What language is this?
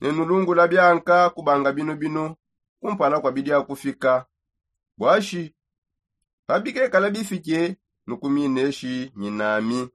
Songe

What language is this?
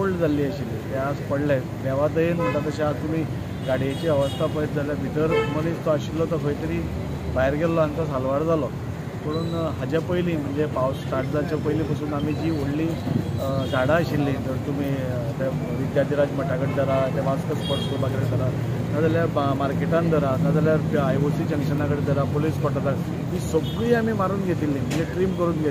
Konkani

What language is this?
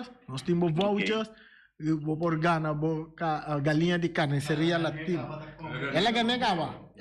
Papiamento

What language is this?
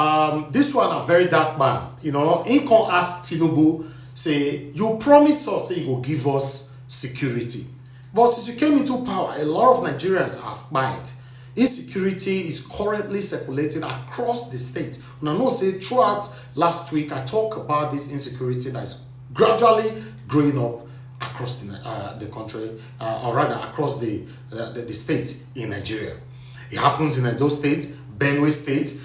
Nigerian Pidgin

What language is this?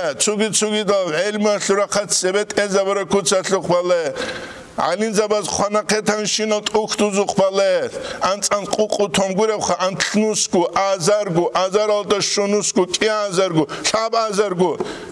Avaric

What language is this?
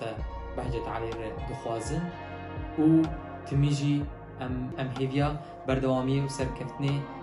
Kurdish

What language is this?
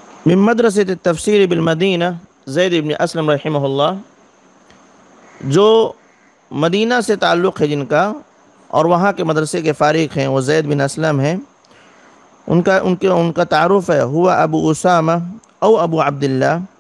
Urdu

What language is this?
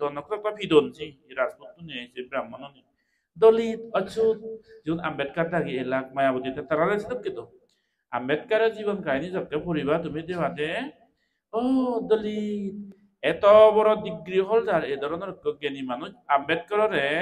Chakma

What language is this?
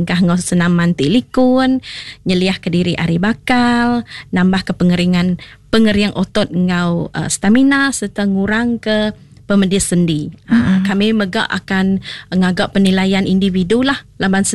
Iban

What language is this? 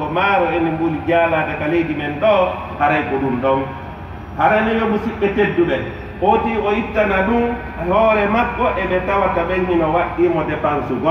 Pular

